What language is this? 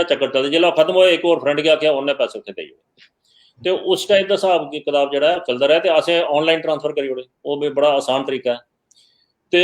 Dogri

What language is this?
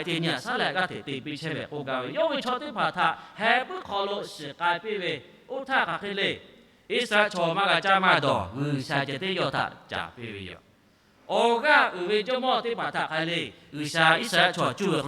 Lahu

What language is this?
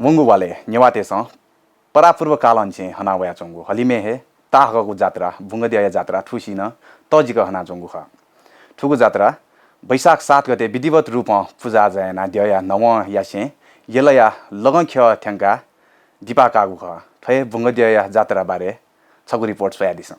Newari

